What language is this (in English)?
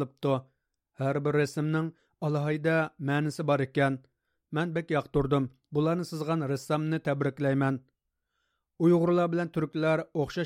Uyghur